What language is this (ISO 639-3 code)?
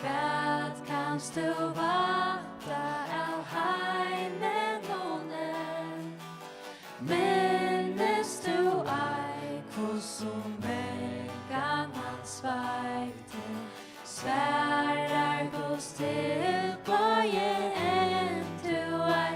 fao